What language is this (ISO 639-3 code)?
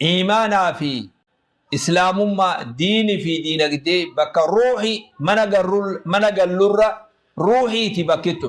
orm